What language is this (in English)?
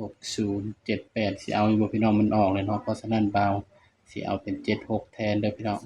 Northeastern Thai